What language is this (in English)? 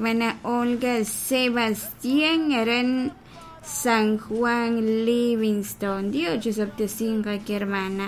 Kekchí